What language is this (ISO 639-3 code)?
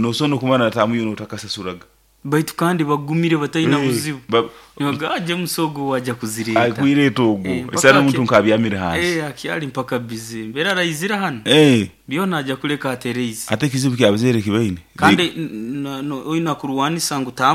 nyo